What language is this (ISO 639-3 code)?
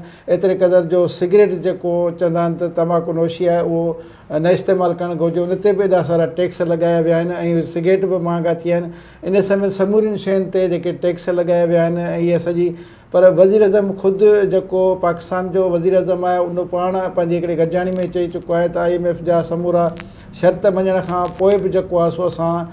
snd